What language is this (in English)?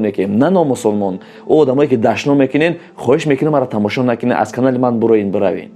Tajik